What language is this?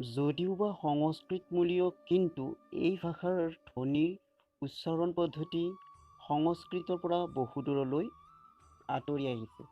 Assamese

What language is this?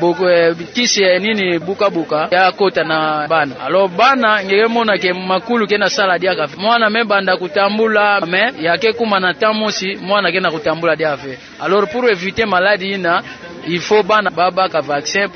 Kituba (Democratic Republic of Congo)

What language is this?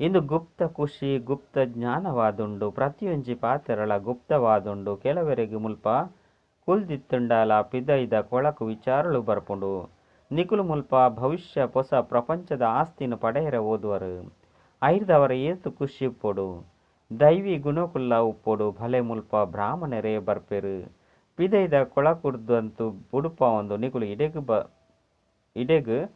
Tulu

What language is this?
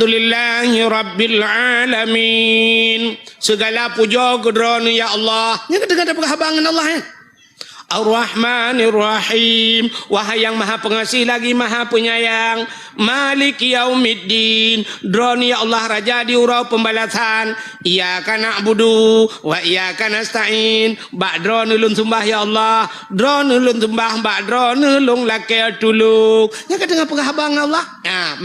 Achinese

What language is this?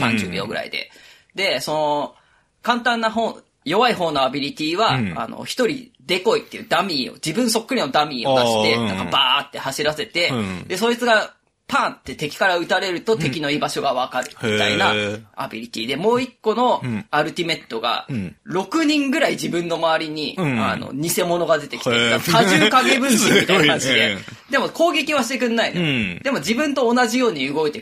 Japanese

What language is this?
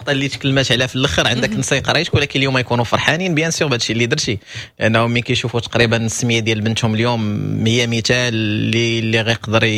Moroccan Arabic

